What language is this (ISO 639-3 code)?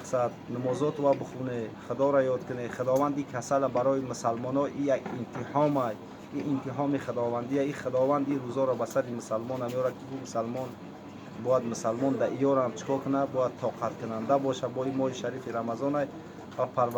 tgk